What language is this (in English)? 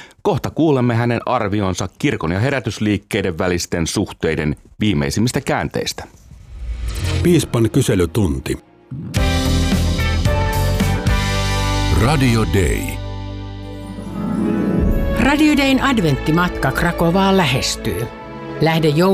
Finnish